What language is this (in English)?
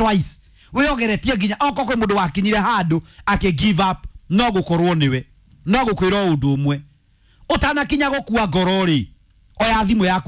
Kikuyu